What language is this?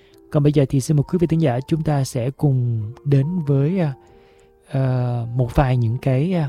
Vietnamese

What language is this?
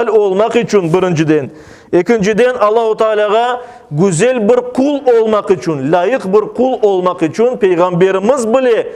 Crimean Tatar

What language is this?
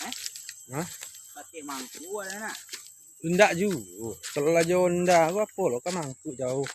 Minangkabau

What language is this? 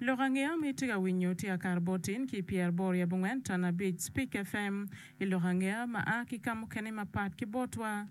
Acoli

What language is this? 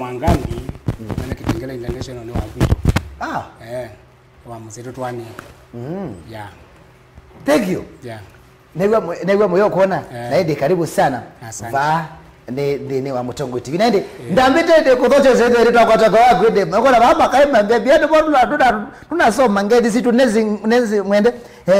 Kamba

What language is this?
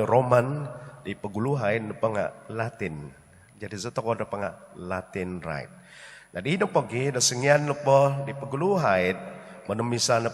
Central Dusun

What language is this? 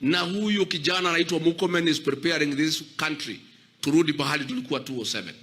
Luo (Kenya and Tanzania)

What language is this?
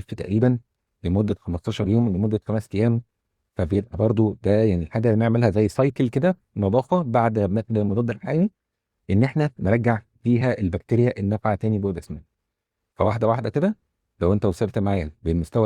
Egyptian Arabic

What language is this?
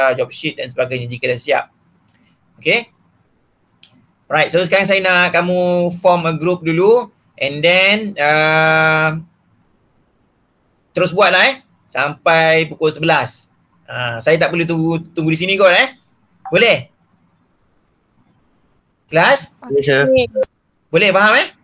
Malay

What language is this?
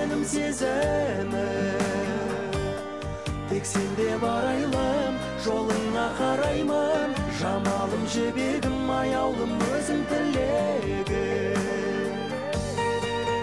Kazakh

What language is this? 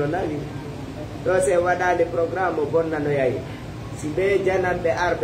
Fula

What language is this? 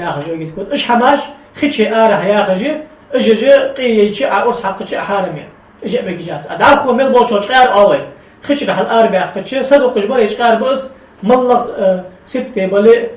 Ingush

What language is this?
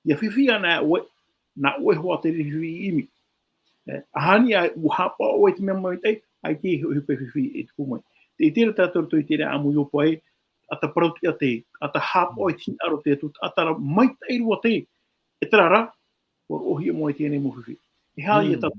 Tahitian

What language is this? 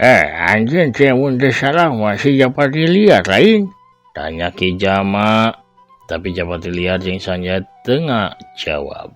Sundanese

